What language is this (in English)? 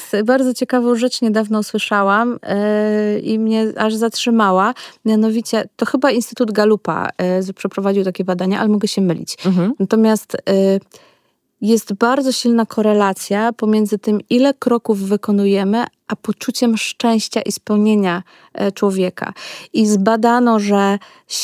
Polish